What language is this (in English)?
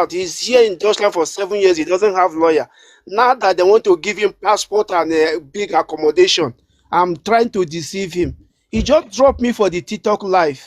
Nigerian Pidgin